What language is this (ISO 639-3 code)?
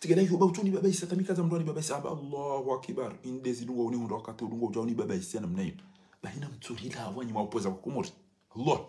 zdj